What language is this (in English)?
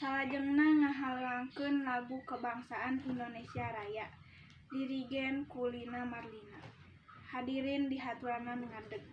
Sundanese